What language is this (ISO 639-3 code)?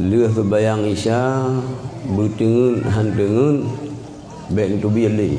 ace